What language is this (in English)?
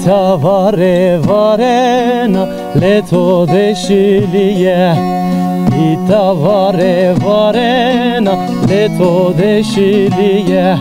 Zaza